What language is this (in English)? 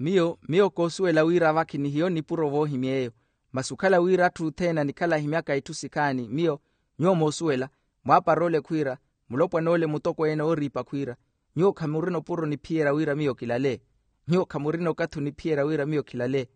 Makhuwa